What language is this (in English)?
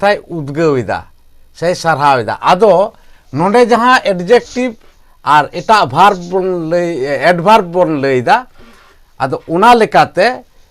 Santali